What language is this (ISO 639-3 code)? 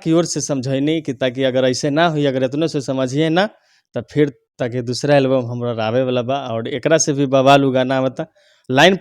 bho